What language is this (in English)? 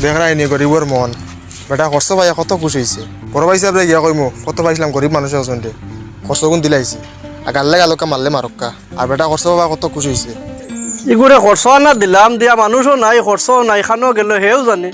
Sylheti